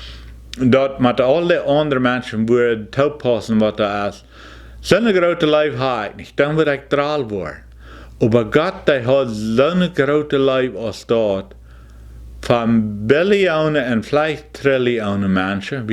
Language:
Plautdietsch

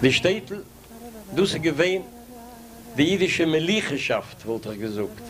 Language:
Yiddish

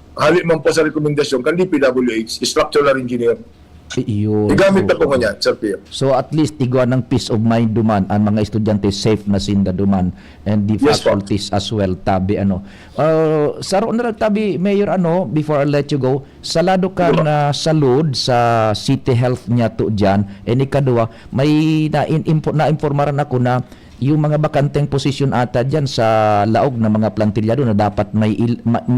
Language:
Bikol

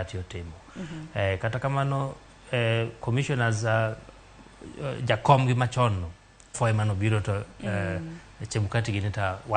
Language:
Luo (Kenya and Tanzania)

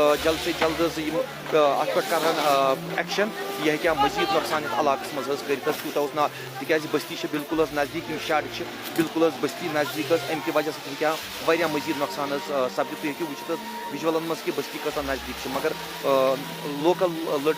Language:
Kashmiri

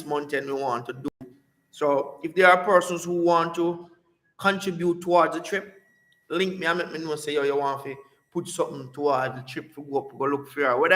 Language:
Jamaican Creole English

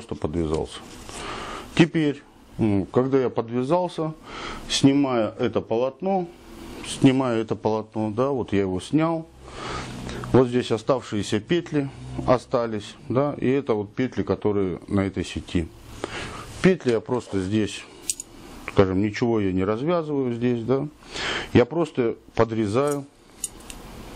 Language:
Russian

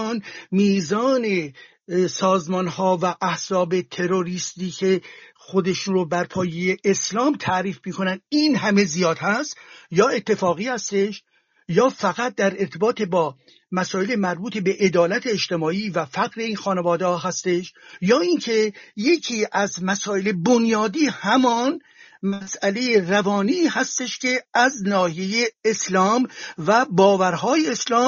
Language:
Persian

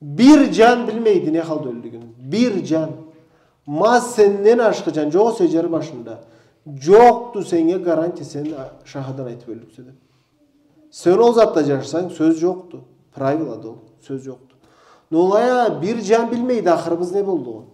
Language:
Karachay-Balkar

